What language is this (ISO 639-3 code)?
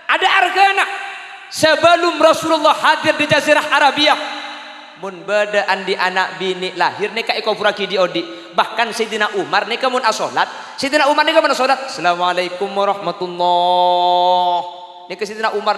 mad